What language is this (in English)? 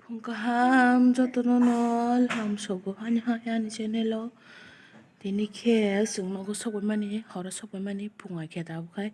Kok Borok